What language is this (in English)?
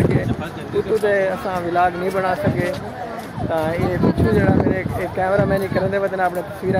Saraiki